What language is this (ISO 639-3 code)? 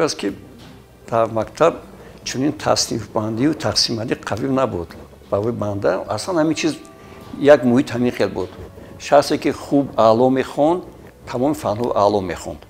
tgk